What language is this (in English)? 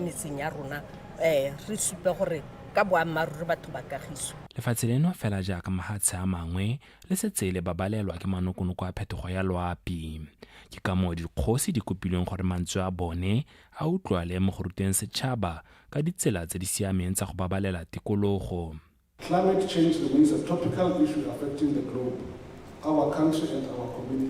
Tswana